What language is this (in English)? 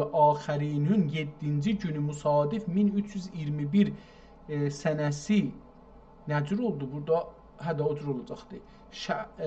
South Azerbaijani